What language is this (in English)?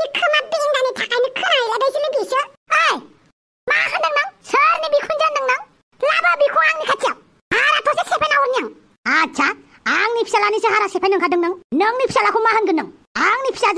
Bodo